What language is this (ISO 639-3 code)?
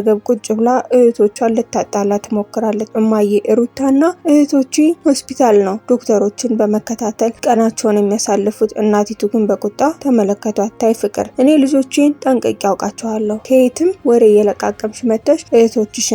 amh